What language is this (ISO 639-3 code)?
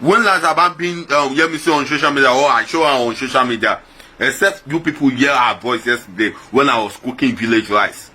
pcm